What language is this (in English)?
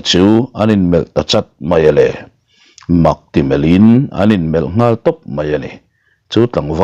Mizo